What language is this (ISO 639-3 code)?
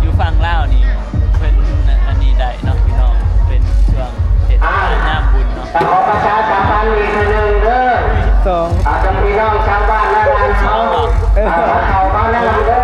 tts